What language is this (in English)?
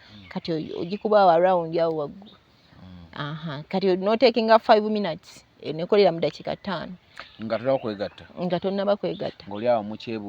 Ganda